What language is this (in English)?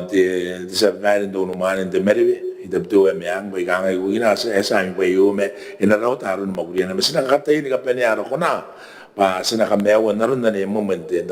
Gilbertese